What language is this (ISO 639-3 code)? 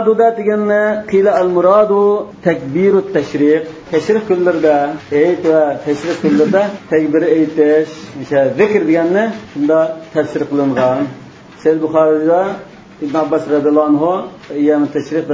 uig